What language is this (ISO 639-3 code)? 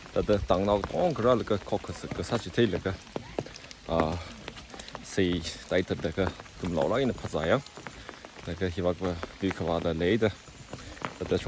nmf